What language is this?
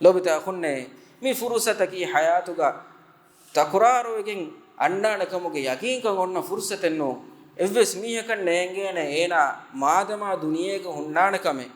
Divehi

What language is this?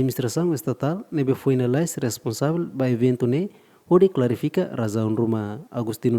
Tetum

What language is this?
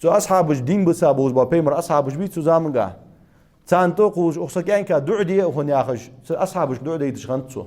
Ingush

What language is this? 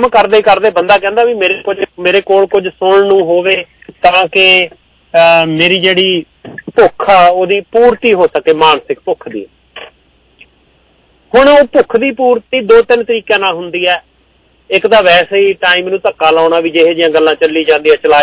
Punjabi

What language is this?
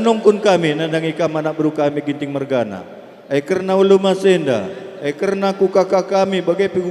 Batak Karo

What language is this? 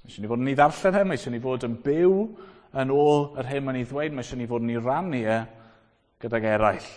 Welsh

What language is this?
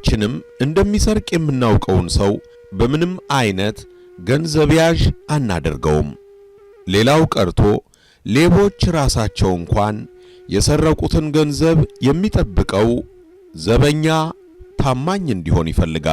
Amharic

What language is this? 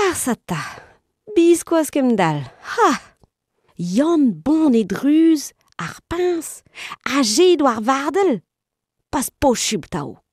Breton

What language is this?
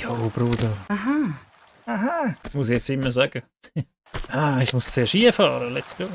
Swiss German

